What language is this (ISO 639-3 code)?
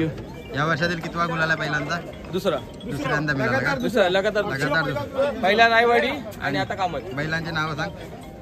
mar